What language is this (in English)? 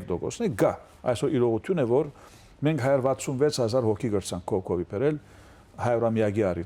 Western Armenian